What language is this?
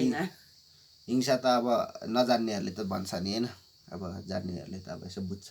Nepali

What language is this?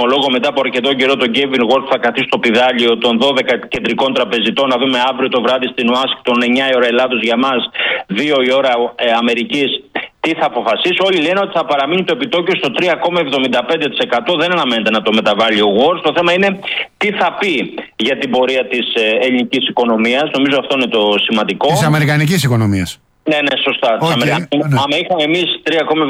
Greek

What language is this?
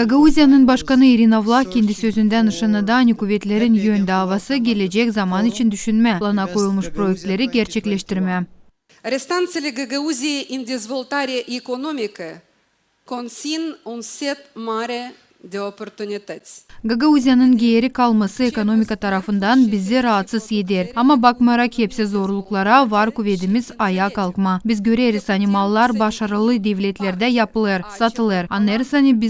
Gagauz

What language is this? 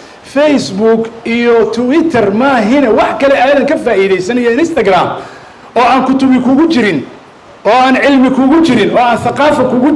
Somali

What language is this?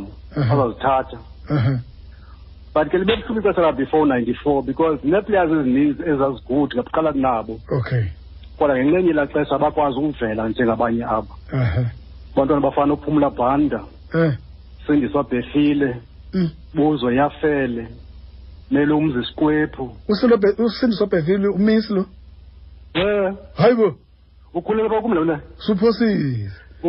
Xhosa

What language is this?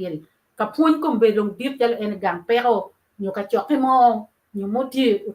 Acoli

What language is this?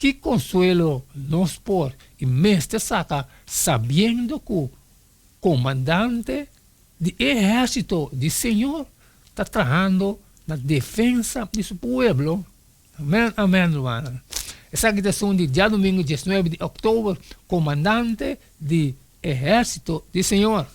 Papiamento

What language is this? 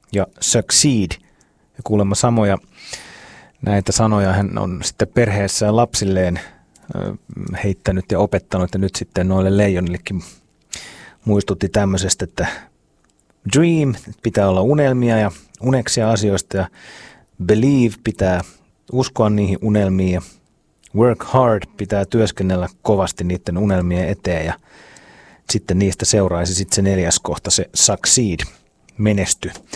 Finnish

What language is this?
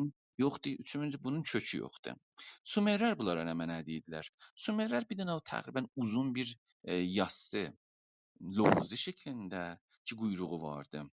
South Azerbaijani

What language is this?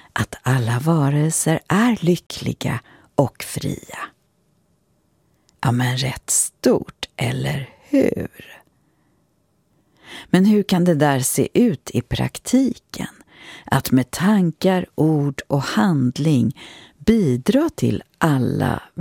Swedish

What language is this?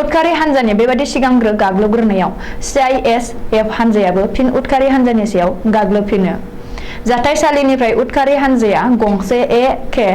Bodo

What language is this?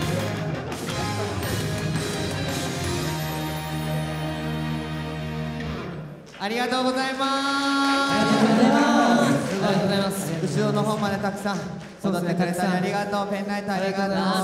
Japanese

